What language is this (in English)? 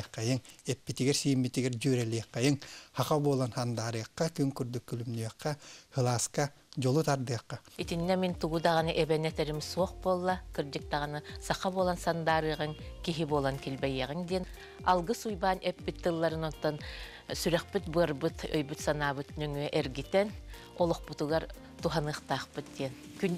Yakut